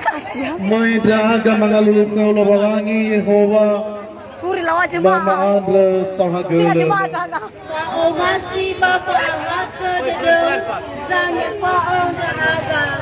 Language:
Nias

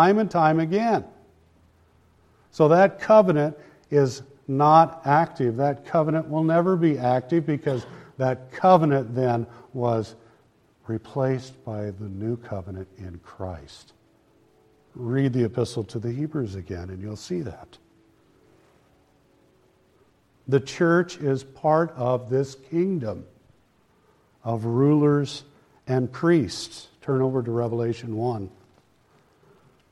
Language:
English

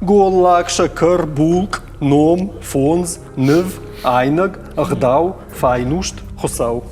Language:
Ossetic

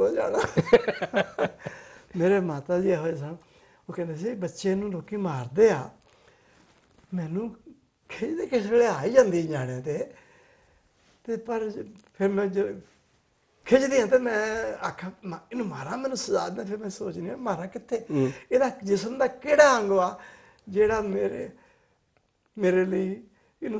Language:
Punjabi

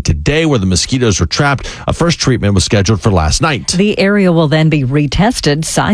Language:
English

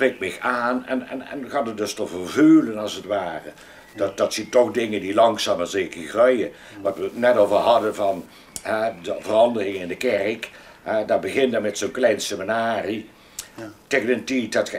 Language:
Limburgish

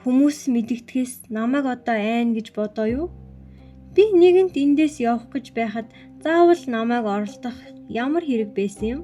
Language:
Mongolian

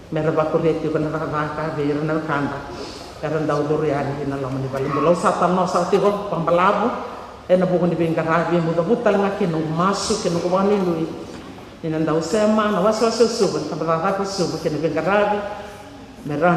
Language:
Fijian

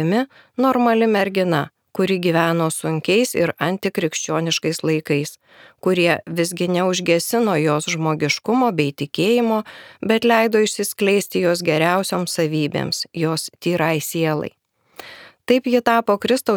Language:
Lithuanian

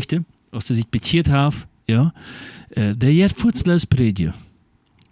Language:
Plautdietsch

